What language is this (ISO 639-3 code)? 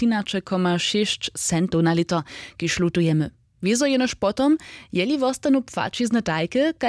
hsb